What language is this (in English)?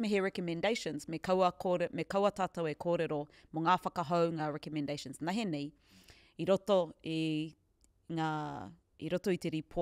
Māori